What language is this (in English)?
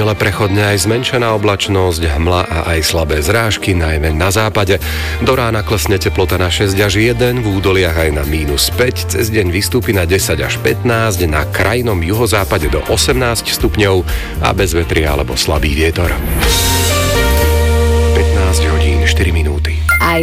Slovak